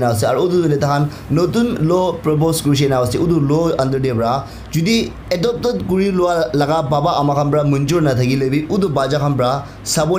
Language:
Naga Pidgin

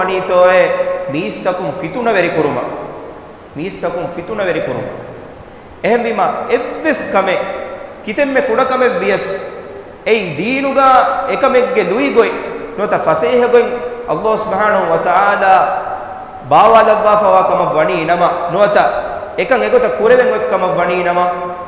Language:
Divehi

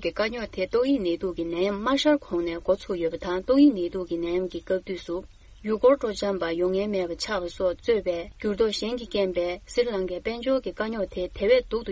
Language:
Tibetan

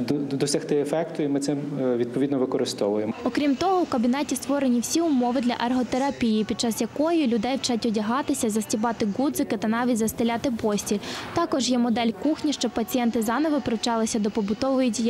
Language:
Ukrainian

